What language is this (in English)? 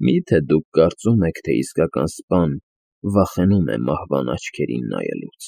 Armenian